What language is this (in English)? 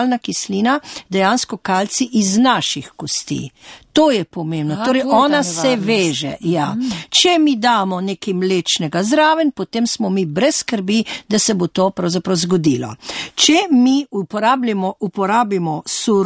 Slovenian